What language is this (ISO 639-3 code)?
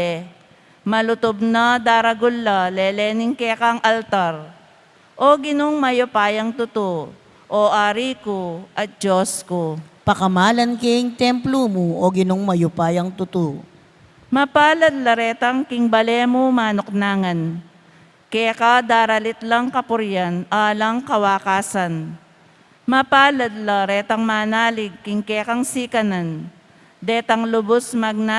pam